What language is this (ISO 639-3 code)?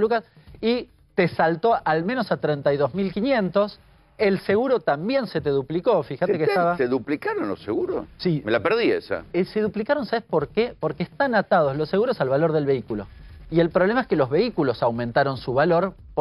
spa